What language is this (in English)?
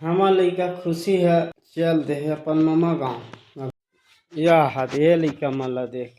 Chhattisgarhi